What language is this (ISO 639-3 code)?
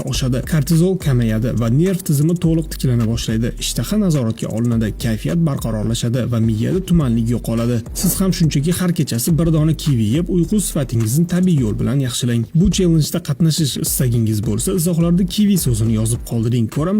uzb